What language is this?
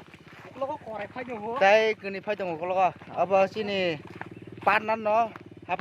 Kok Borok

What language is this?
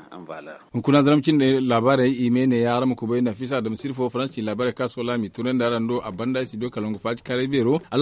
Zarma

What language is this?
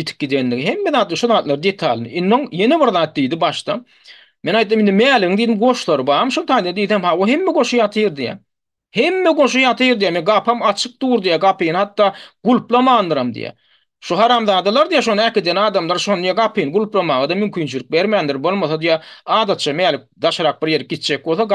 Turkmen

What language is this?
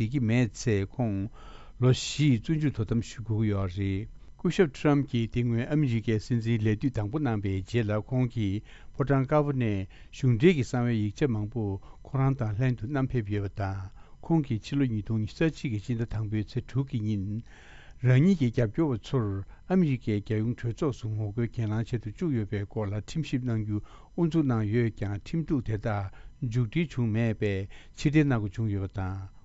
Tibetan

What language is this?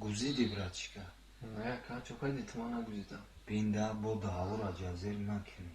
Tajik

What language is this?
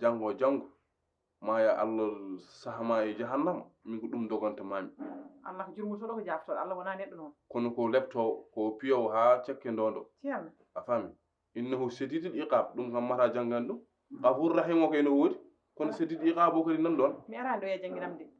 Fula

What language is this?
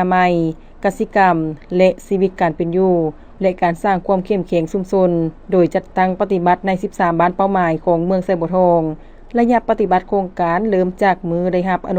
Lao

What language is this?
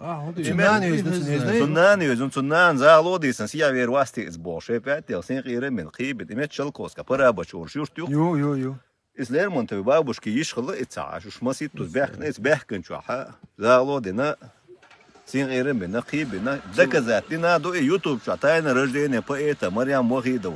Chechen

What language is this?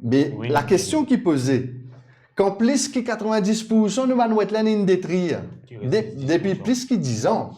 Morisyen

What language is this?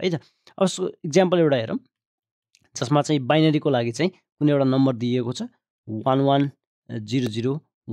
Nepali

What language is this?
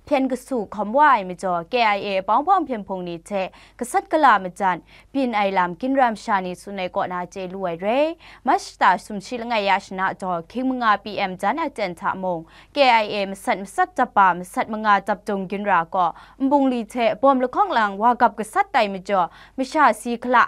Kachin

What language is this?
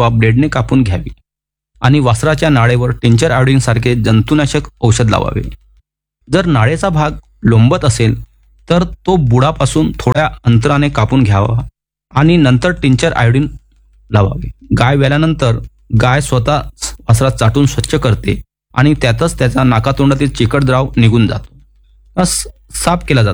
Marathi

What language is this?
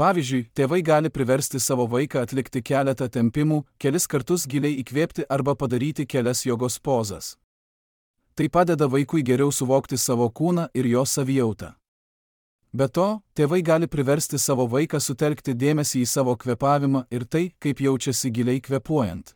Lithuanian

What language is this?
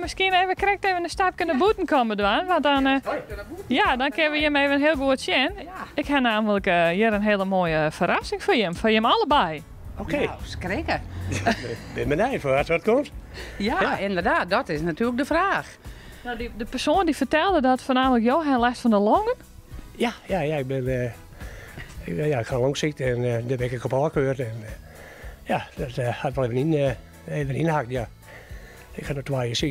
Western Frisian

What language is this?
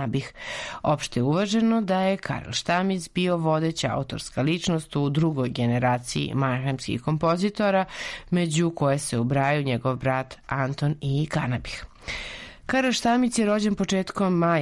Serbian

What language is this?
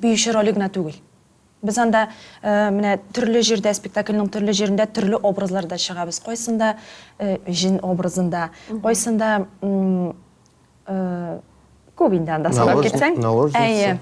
Tatar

